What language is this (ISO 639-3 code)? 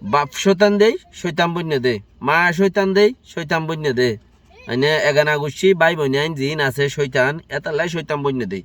rhg